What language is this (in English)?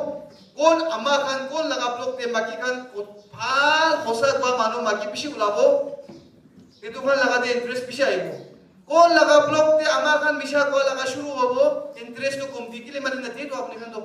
Naga Pidgin